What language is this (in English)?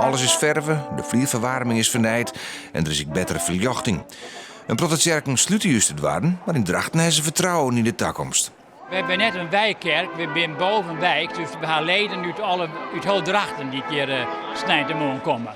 Western Frisian